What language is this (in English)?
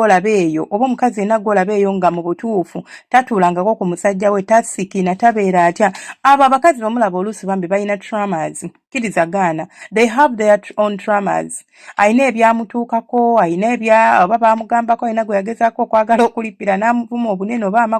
Ganda